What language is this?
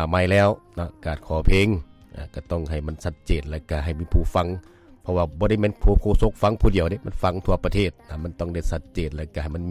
Lao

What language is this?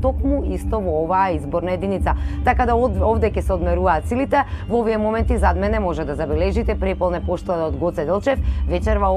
Macedonian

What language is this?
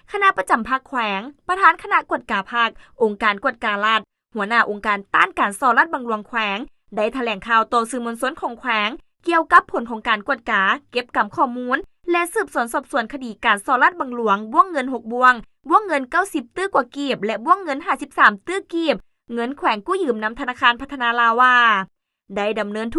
Lao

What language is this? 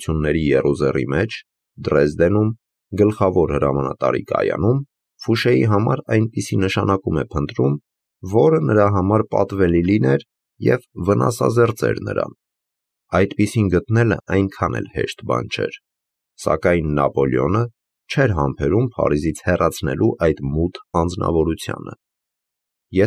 Armenian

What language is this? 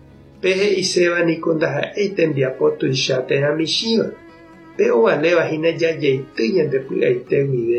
Guarani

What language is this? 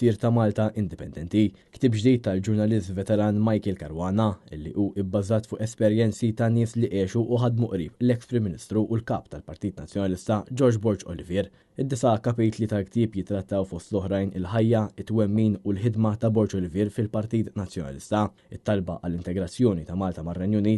Maltese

